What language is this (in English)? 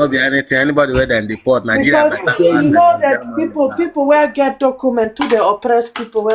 Nigerian Pidgin